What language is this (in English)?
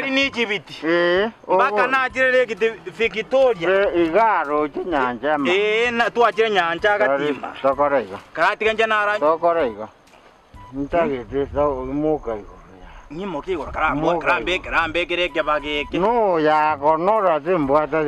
Gusii